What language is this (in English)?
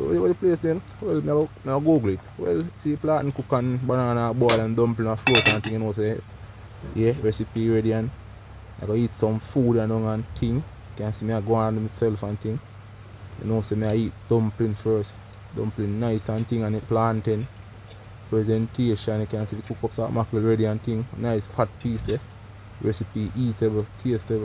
Jamaican Creole English